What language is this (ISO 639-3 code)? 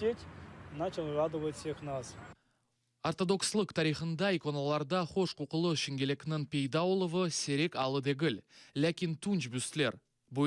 crh